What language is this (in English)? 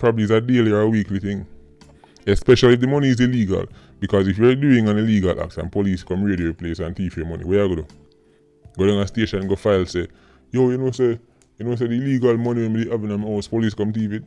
Jamaican Creole English